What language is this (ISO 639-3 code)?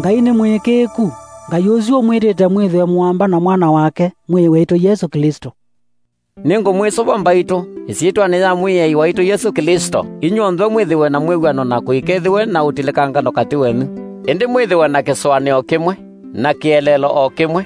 kam